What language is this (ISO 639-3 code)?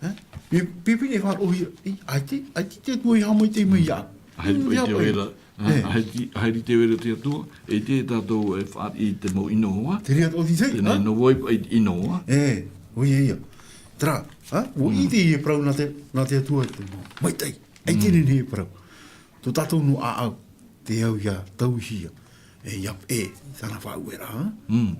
tah